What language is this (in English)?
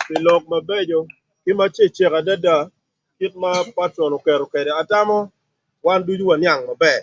Acoli